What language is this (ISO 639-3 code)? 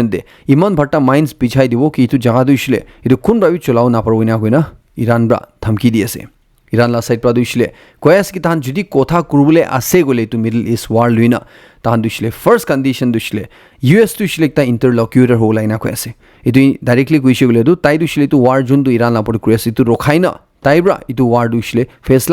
nag